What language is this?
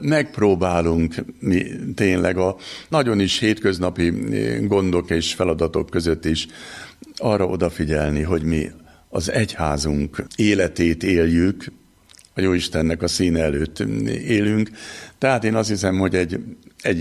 Hungarian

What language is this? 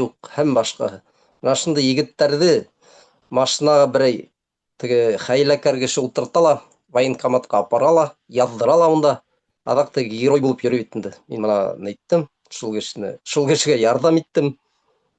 Bashkir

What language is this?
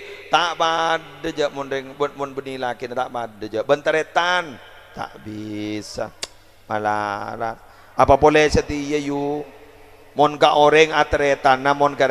Madurese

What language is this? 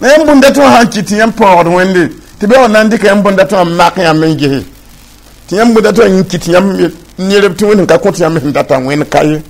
Mossi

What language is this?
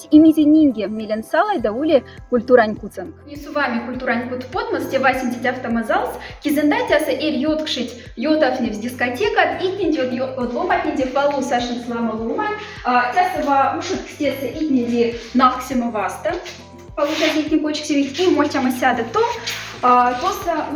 Moksha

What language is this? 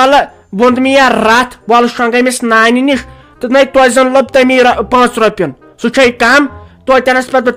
Kashmiri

